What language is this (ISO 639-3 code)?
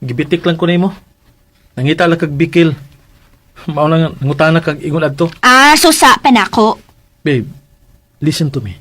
ceb